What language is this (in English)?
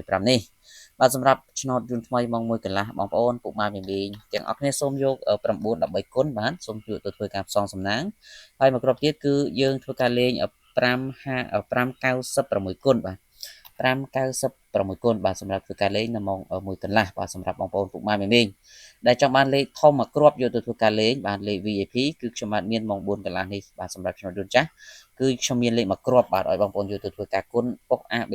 Khmer